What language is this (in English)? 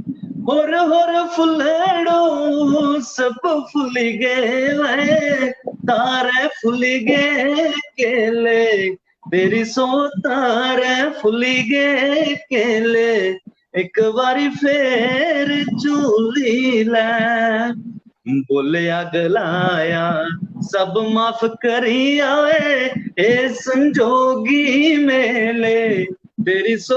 Dogri